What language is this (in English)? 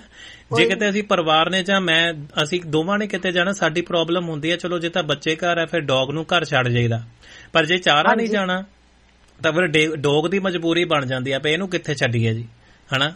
Punjabi